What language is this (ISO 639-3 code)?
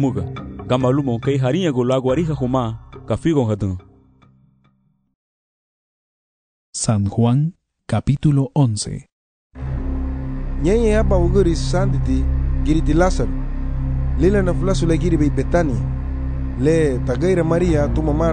cab